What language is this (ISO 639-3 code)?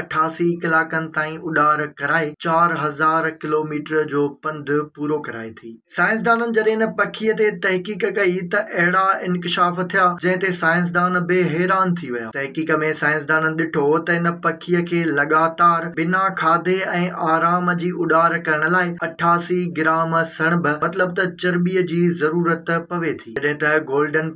snd